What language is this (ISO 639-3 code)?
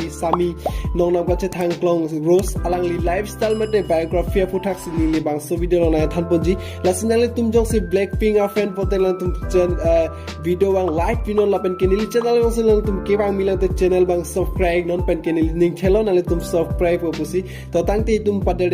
mjw